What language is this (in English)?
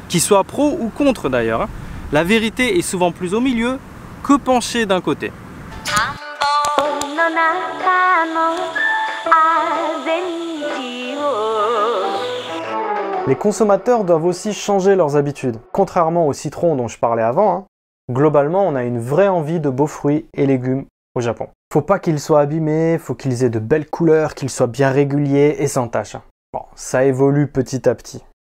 French